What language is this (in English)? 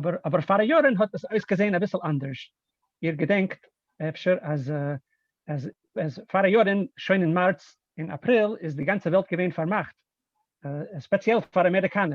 Yiddish